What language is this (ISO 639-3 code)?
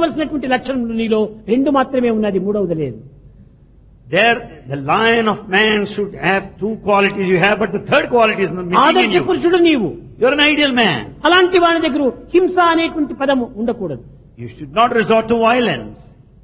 tel